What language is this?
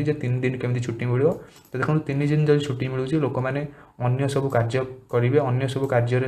Odia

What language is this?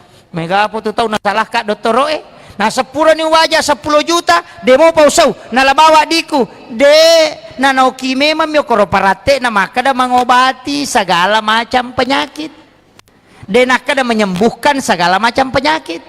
Buginese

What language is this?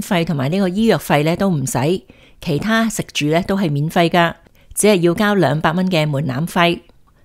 Cantonese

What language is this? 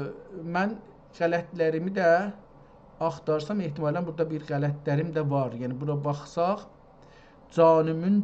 South Azerbaijani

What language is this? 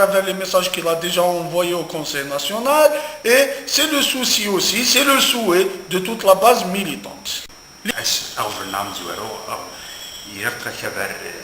Kabyle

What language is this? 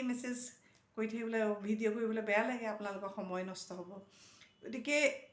Assamese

